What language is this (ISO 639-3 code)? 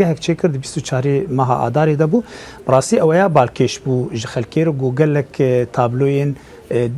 kur